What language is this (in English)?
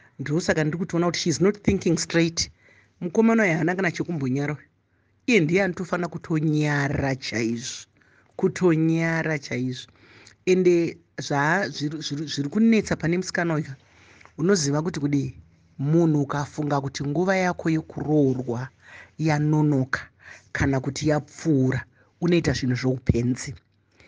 Shona